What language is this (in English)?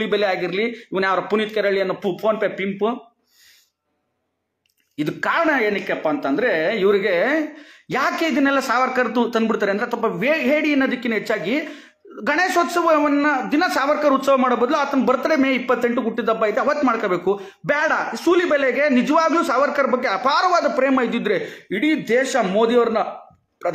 Kannada